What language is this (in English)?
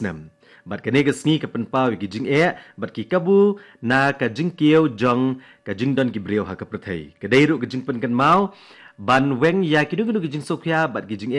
Khasi